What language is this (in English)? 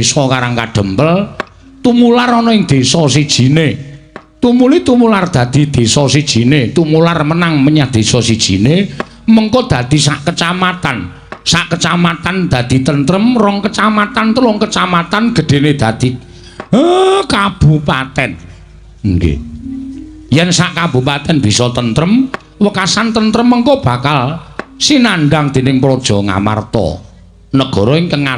Javanese